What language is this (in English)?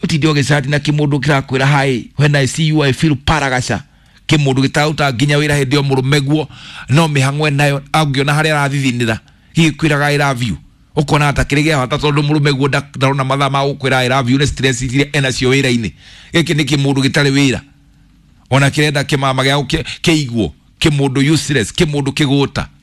Kikuyu